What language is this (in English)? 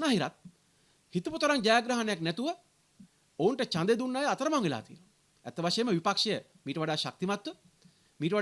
Sinhala